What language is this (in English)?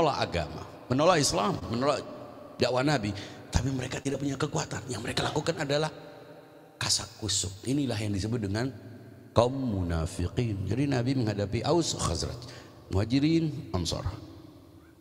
Indonesian